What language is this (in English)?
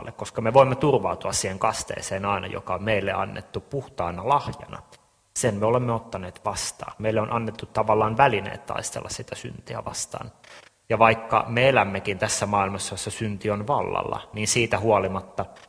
Finnish